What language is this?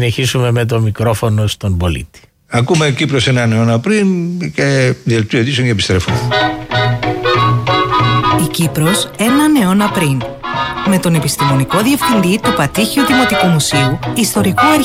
Greek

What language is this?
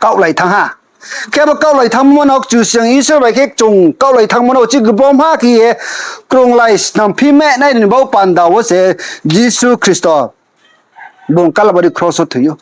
Riang (India)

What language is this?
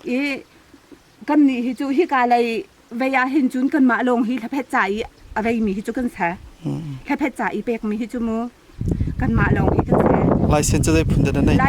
Hakha Chin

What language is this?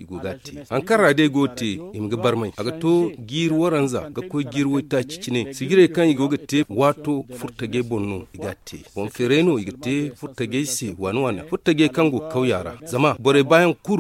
Zarma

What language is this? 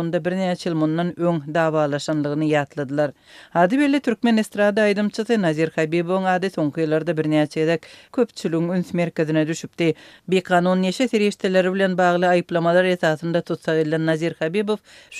Turkmen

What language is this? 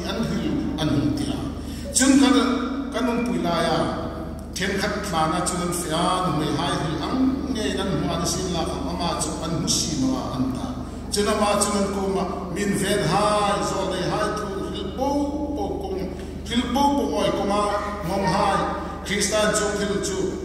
Hmar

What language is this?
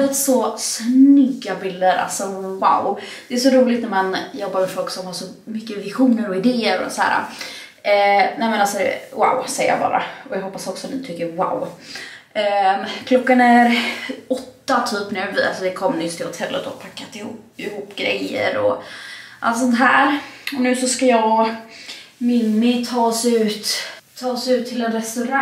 Swedish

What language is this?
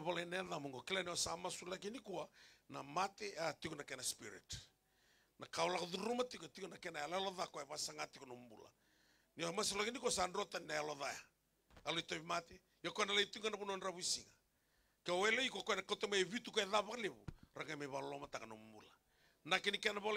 Fijian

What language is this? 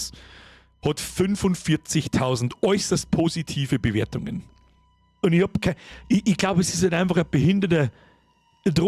Bavarian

